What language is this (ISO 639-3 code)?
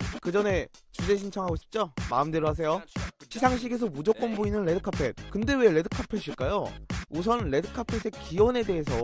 kor